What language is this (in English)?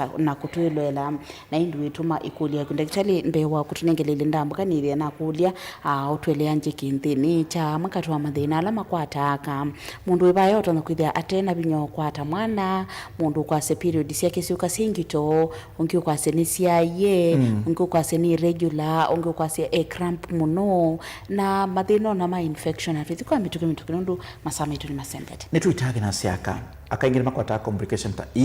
Kamba